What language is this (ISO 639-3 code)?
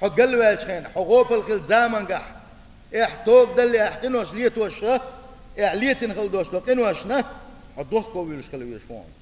che